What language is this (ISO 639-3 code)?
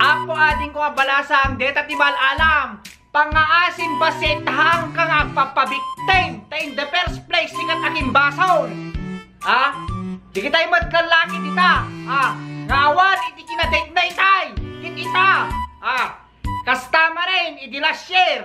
ilo